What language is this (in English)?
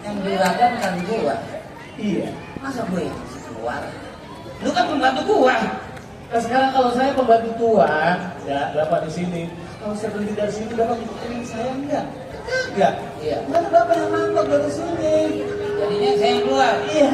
Betawi